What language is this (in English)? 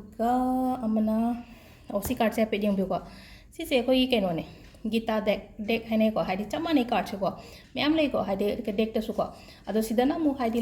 Manipuri